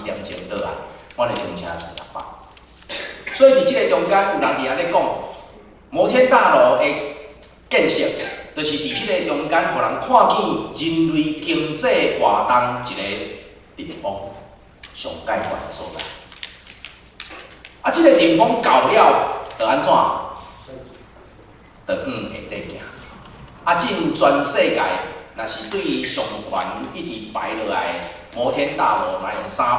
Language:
Min Nan Chinese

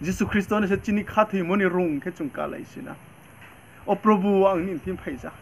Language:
Riang (India)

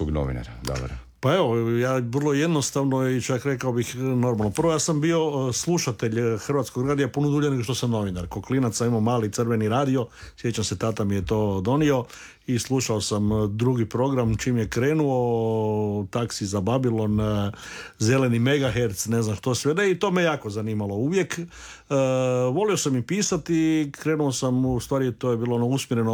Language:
Croatian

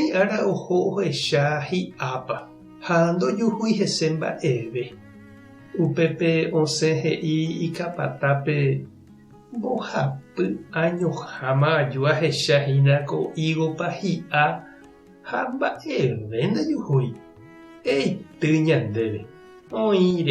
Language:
Guarani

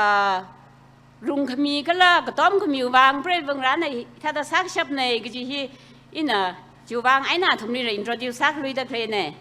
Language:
Tangkhul Naga (India)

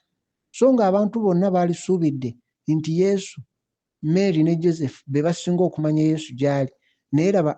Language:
Ganda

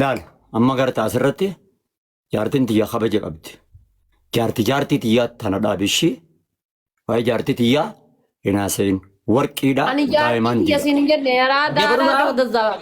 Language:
Oromo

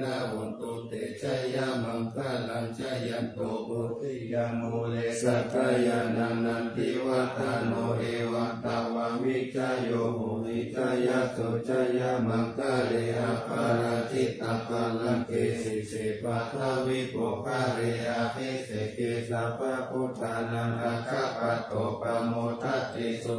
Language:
Pali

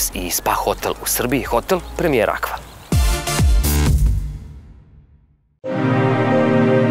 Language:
Serbian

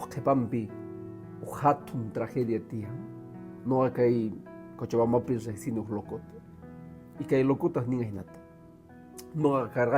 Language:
Quechua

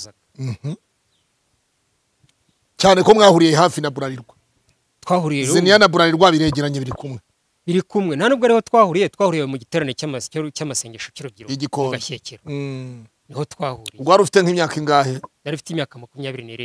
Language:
Kinyarwanda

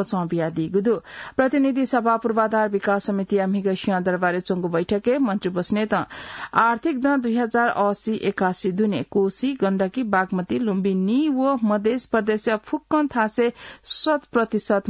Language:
Newari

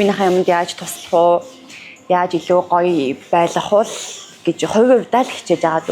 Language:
Mongolian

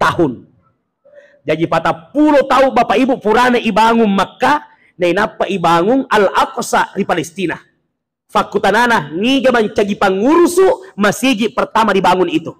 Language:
Buginese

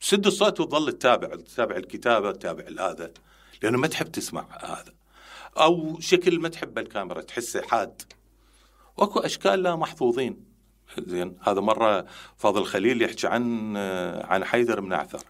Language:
Mesopotamian Arabic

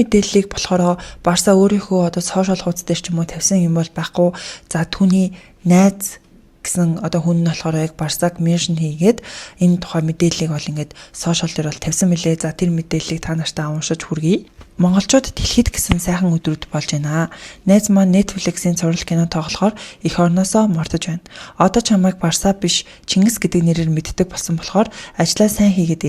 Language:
Mongolian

